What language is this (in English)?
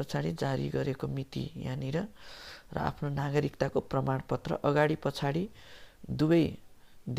Nepali